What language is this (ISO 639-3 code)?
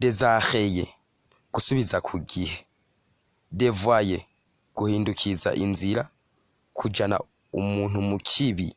run